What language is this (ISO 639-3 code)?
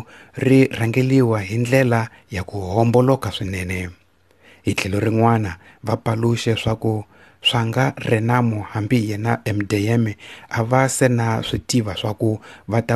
tso